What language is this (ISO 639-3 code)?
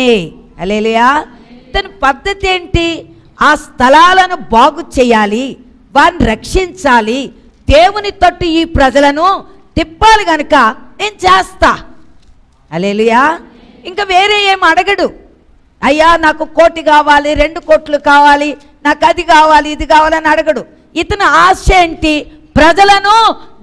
tel